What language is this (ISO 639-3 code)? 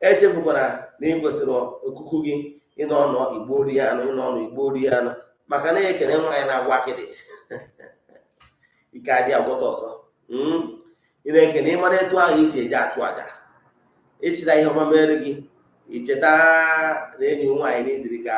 ibo